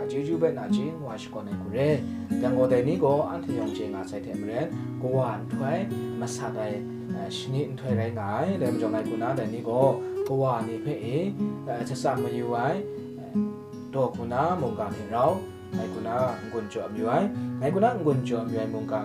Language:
Kachin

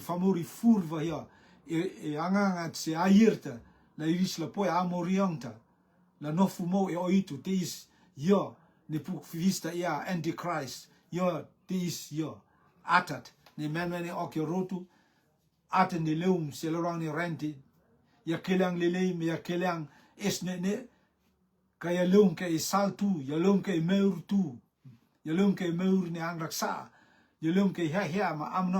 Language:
Rotuman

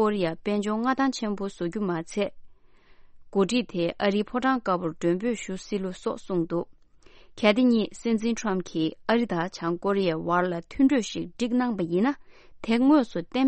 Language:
Tibetan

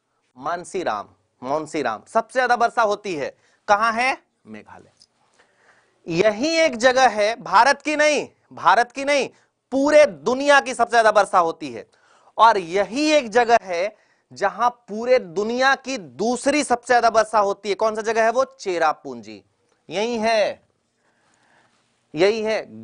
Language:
Hindi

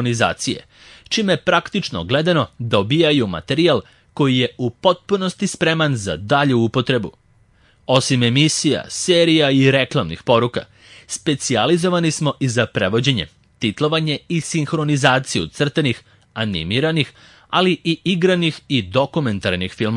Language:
Serbian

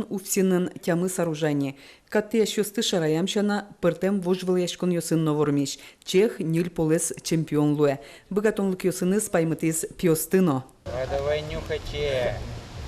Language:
Udmurt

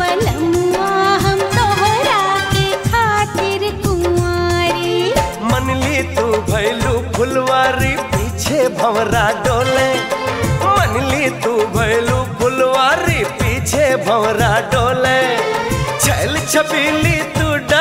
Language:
Bhojpuri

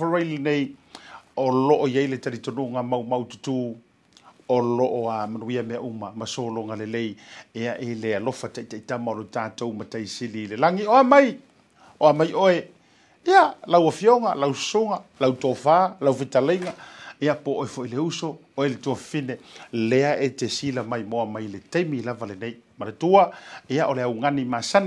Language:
Samoan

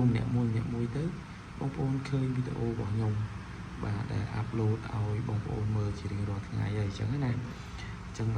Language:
Khmer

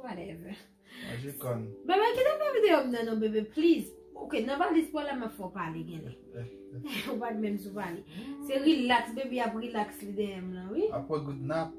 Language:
Haitian Creole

